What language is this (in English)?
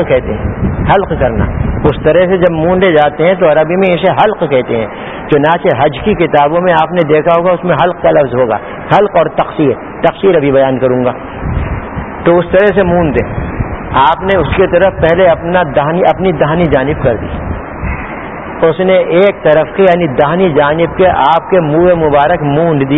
Urdu